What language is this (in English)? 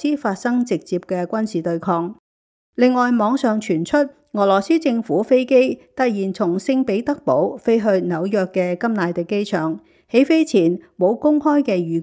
Cantonese